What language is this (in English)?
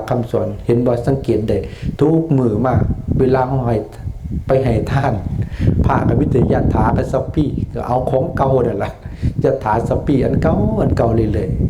Lao